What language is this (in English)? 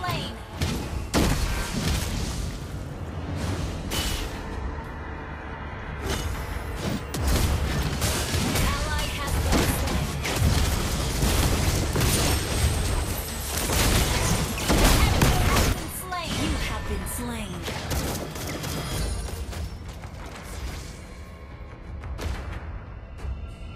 English